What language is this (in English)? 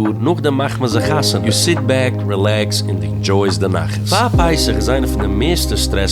Yiddish